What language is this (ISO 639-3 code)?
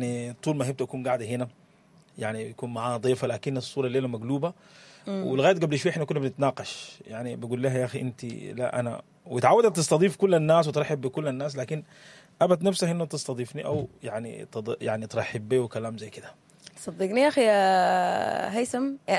apd